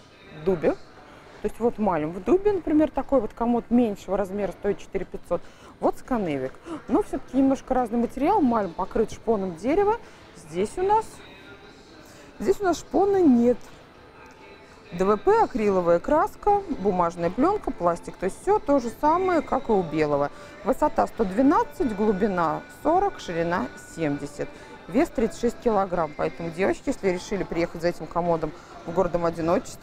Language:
Russian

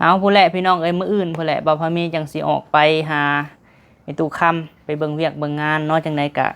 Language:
Lao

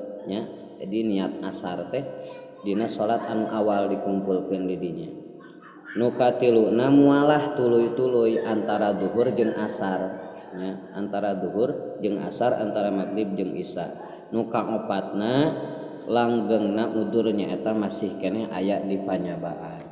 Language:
Sundanese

